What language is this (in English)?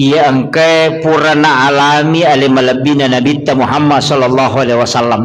Buginese